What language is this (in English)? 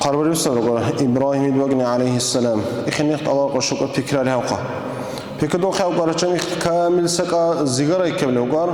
Dargwa